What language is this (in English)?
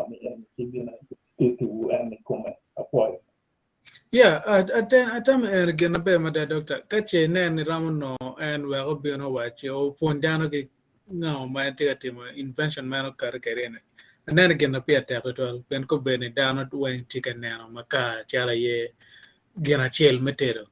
Acoli